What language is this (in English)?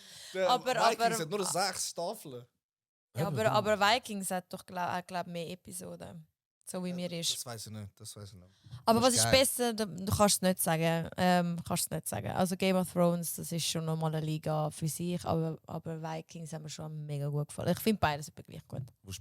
Swiss German